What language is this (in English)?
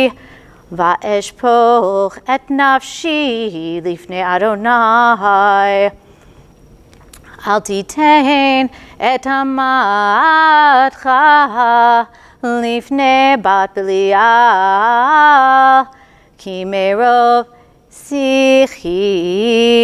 Hebrew